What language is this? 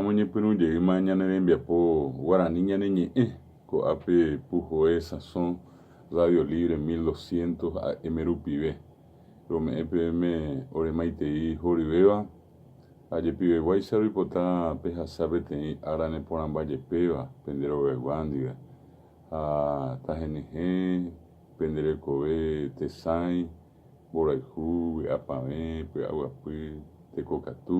Guarani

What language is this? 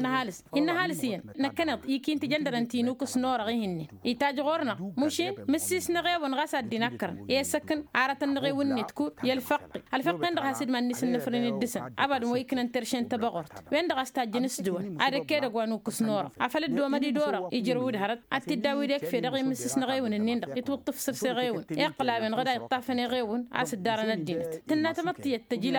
Tamasheq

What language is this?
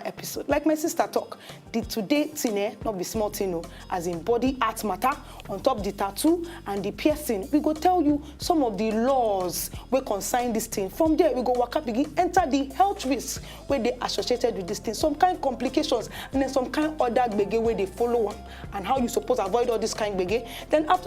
Nigerian Pidgin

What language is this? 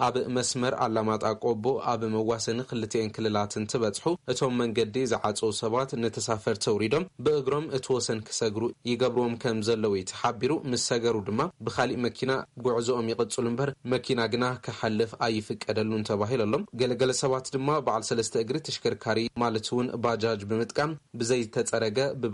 Tigrinya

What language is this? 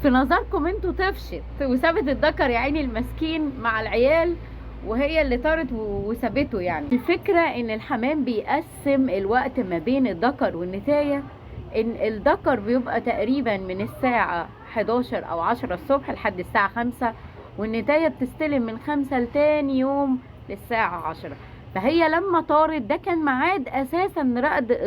Egyptian Arabic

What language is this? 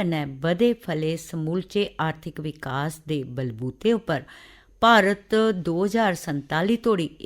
Dogri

